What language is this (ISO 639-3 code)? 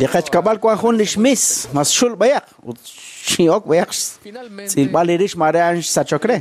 kek